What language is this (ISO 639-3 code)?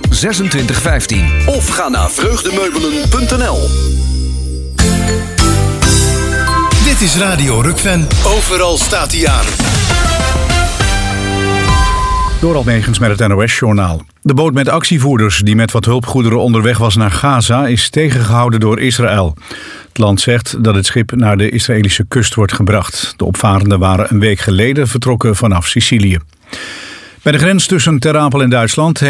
nld